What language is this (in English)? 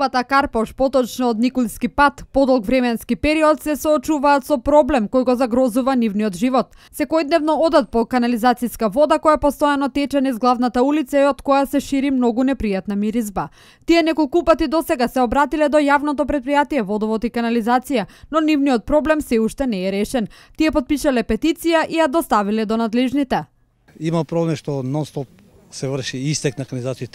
Macedonian